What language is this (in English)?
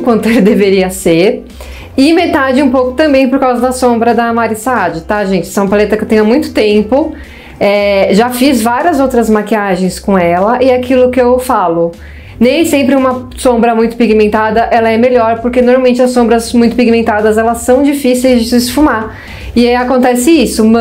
Portuguese